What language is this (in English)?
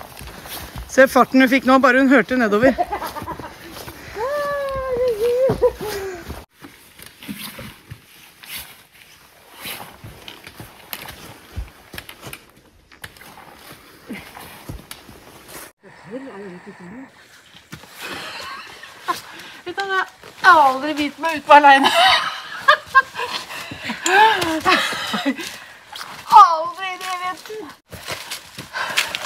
Norwegian